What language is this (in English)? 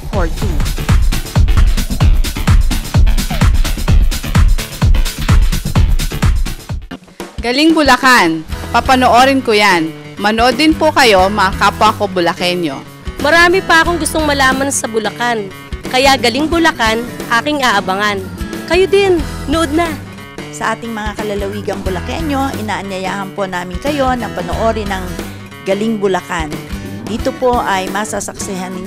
Filipino